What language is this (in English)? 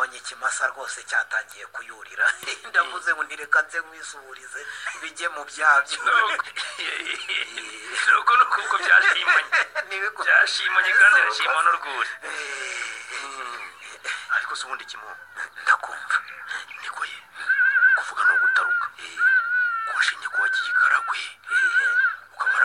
Kinyarwanda